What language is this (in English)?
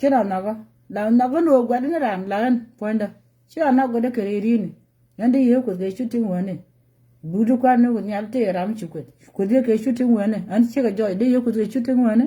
Nuer